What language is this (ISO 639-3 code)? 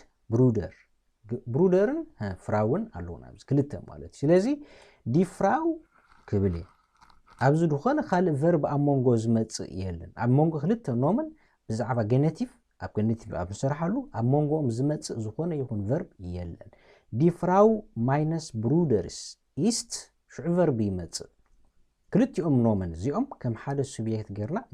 tir